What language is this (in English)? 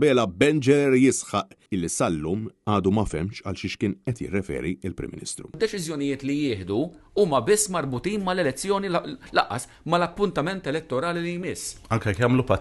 Maltese